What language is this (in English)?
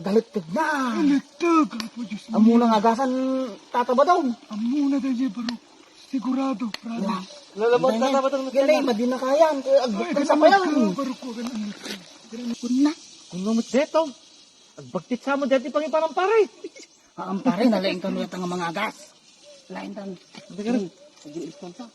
Iloko